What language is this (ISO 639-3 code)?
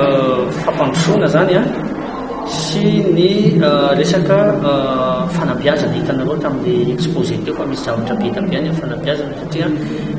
mlg